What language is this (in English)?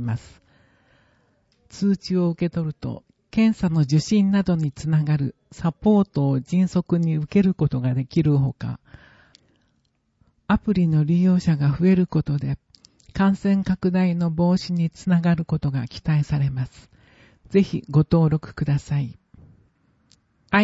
Japanese